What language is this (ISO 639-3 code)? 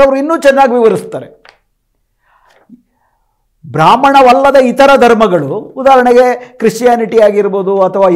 kan